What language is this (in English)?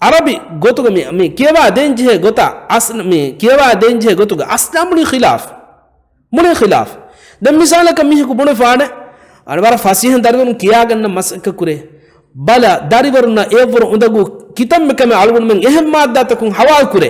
Divehi